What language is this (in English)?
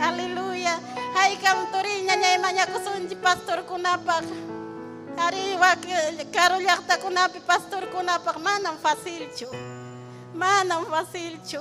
Ayacucho Quechua